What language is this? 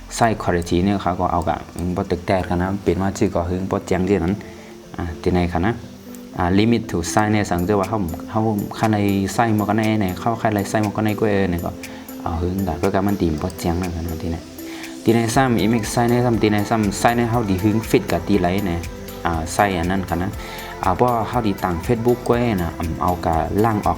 Shan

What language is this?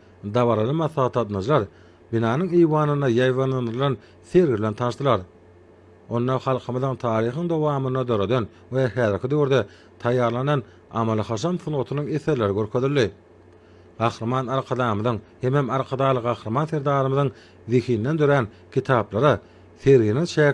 Turkmen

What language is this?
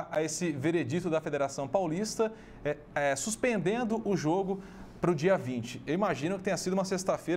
Portuguese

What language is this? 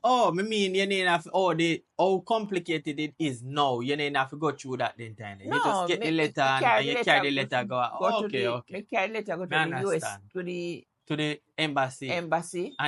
Jamaican Creole English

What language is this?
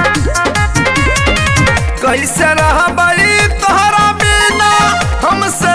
Bhojpuri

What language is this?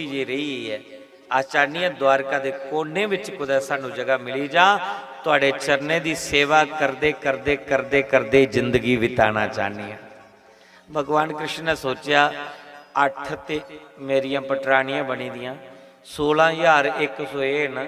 Dogri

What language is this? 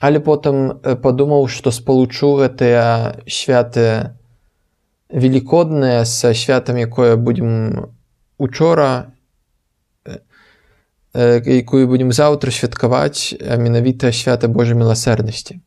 Belarusian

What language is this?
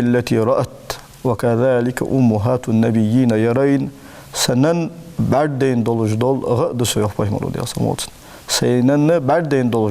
Ingush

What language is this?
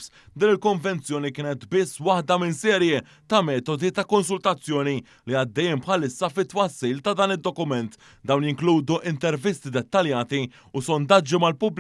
Maltese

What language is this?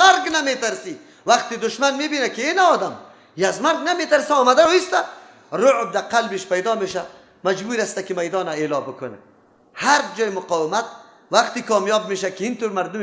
Persian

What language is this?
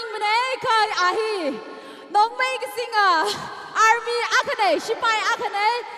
Tangkhul Naga (India)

